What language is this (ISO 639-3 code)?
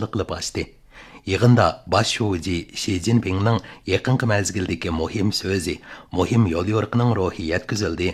uig